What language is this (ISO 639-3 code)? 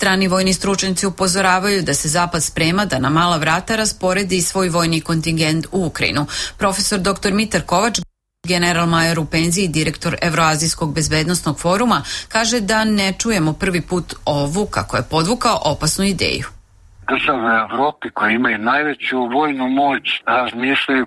srp